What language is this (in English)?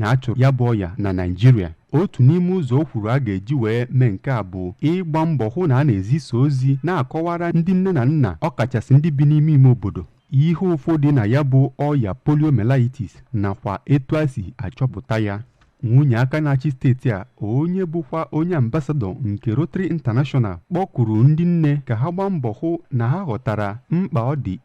Igbo